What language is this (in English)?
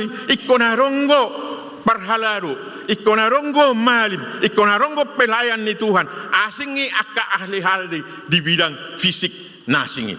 Batak Toba